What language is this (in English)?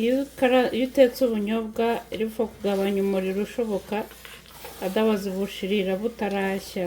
Kinyarwanda